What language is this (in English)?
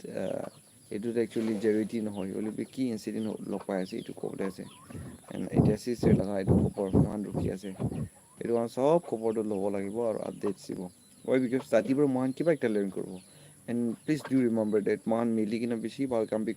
Naga Pidgin